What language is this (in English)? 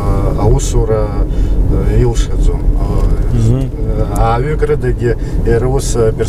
Abkhazian